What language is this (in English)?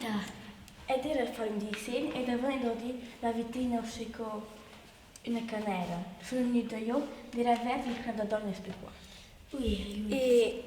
Romansh